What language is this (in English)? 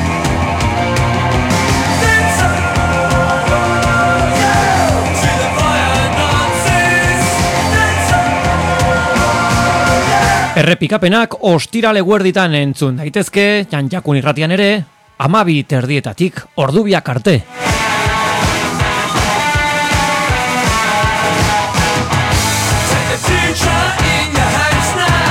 Basque